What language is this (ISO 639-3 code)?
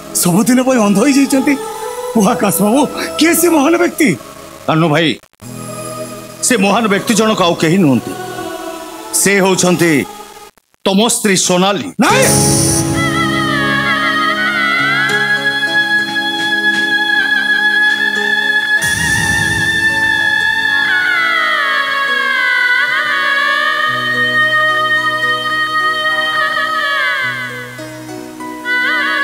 ori